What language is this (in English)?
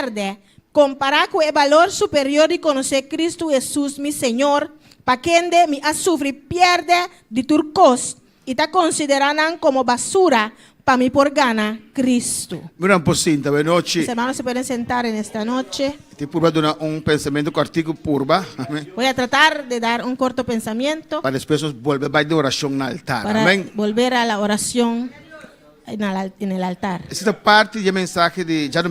Papiamento